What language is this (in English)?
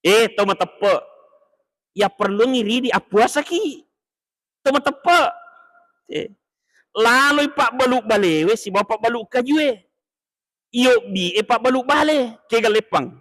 Buginese